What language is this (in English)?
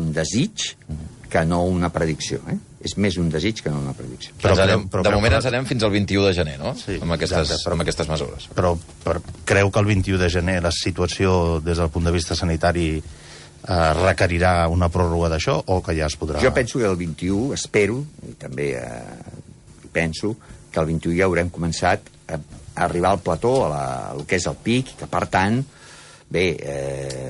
Catalan